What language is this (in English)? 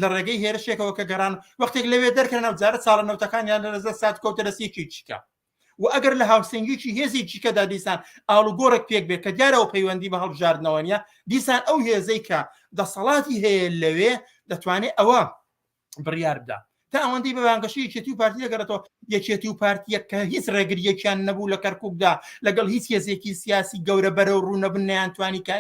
Central Kurdish